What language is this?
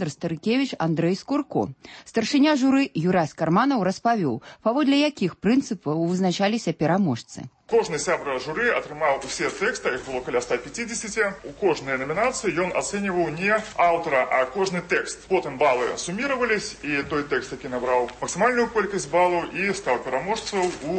Belarusian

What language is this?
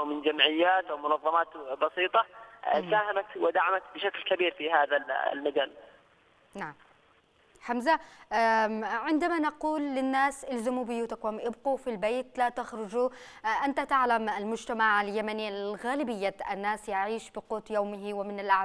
Arabic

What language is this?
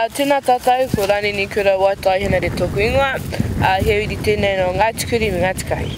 Māori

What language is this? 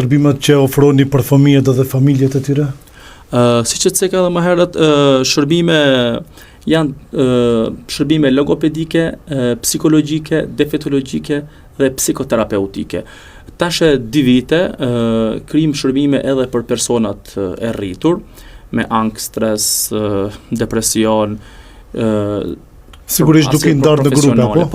Albanian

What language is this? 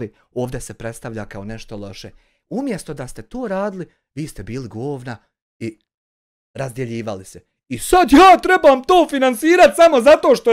Bosnian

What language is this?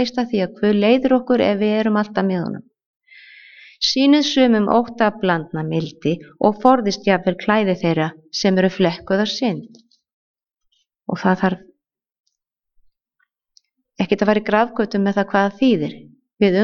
Icelandic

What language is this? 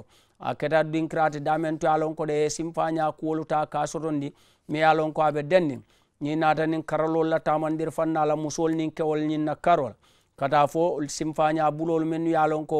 Mandingo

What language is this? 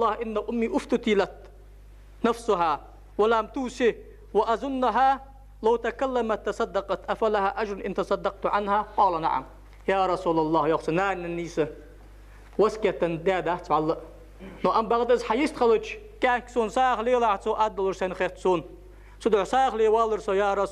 Ingush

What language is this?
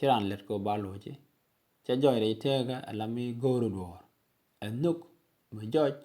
Nuer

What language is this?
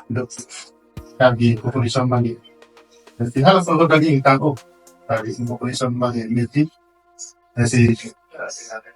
Karbi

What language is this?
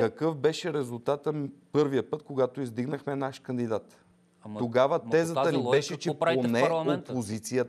Bulgarian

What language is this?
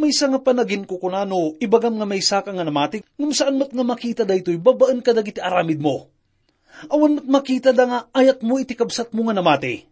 Iloko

